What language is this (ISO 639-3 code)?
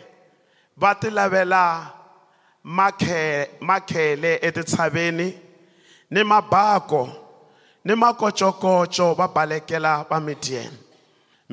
tso